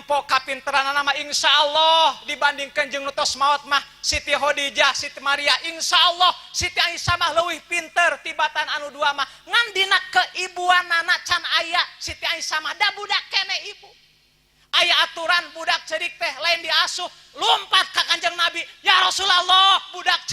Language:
Sundanese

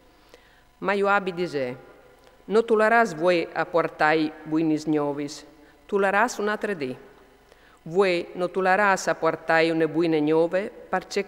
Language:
Friulian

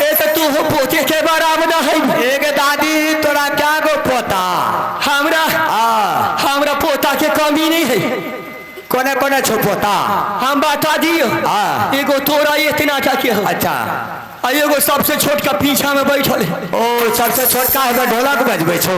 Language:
Maithili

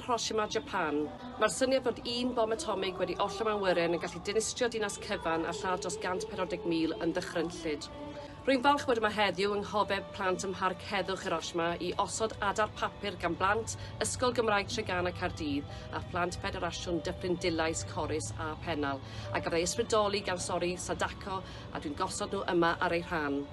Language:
Welsh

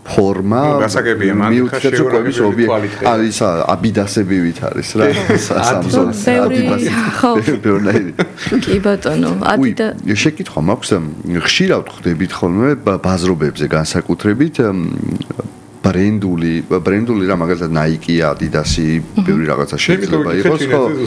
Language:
Georgian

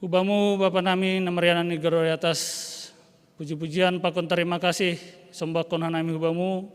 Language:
Batak Simalungun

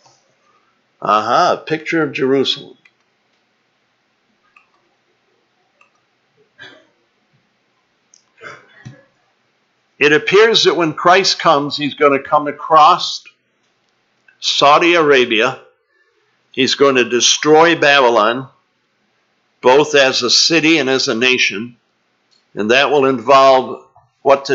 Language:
English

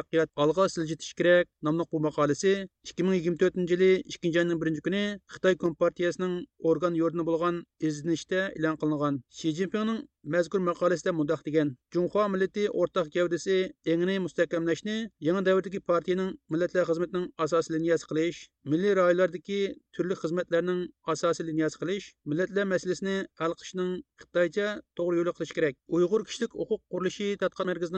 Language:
Uyghur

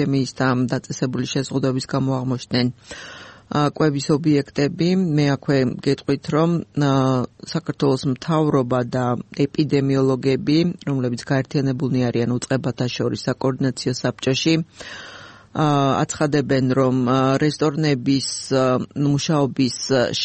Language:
Georgian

